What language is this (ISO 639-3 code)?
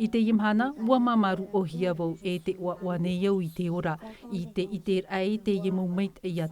tah